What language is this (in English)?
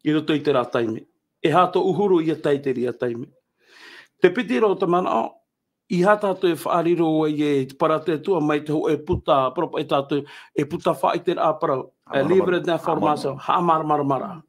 Tahitian